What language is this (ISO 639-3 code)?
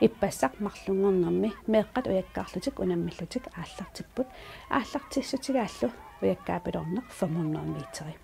kal